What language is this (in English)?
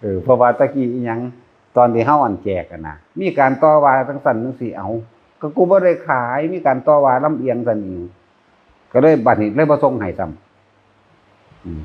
Northeastern Thai